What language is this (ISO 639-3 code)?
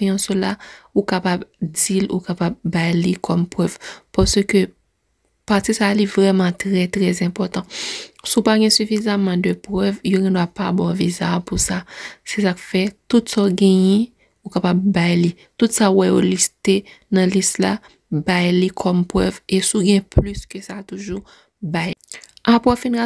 hat